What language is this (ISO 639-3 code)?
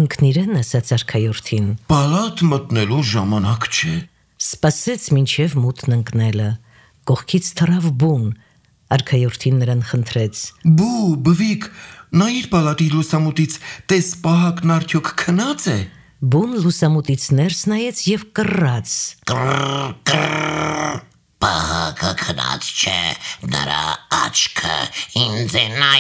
hye